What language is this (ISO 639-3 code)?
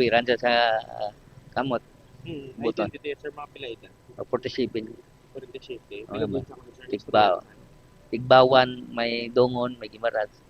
hil